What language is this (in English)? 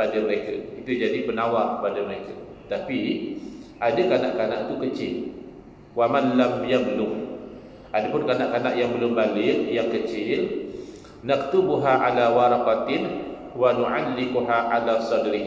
Malay